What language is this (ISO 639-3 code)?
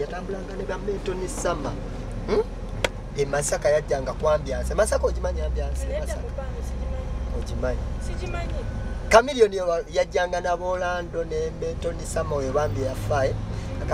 lug